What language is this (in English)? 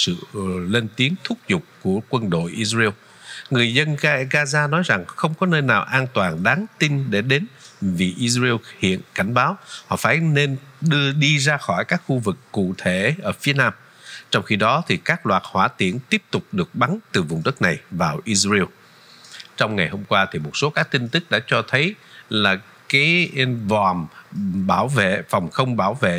Vietnamese